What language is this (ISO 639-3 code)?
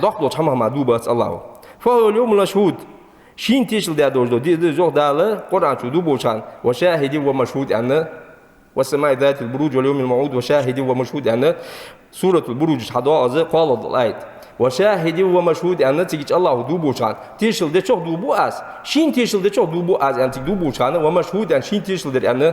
inh